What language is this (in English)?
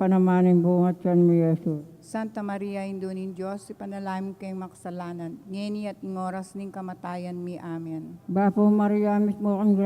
Pampanga